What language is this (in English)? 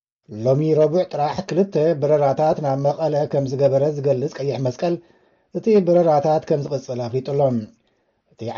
Tigrinya